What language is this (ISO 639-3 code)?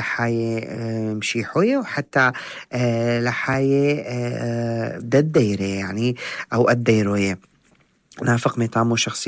apc